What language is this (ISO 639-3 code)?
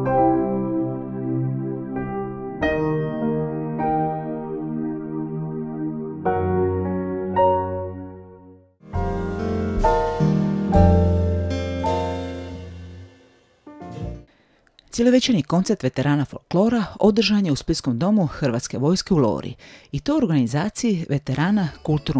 hrv